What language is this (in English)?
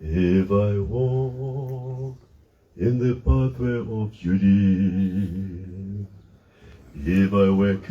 Tswana